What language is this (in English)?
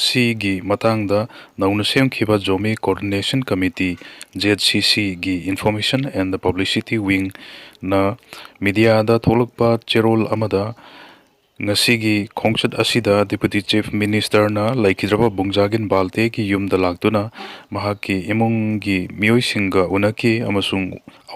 Manipuri